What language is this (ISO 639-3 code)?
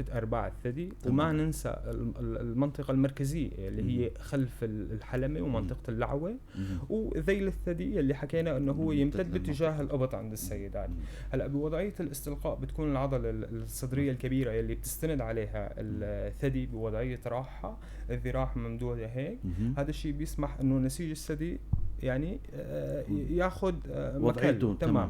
apc